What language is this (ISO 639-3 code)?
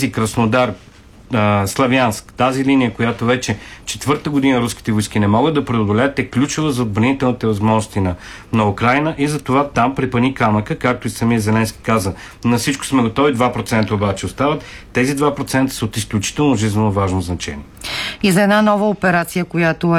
bul